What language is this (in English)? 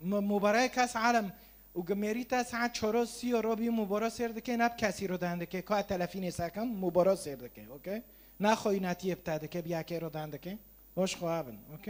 Kurdish